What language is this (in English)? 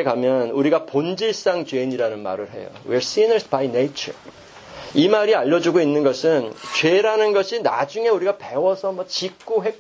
Korean